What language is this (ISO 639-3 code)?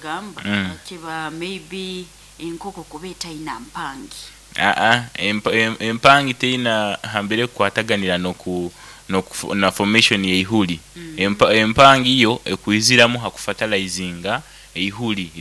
nyo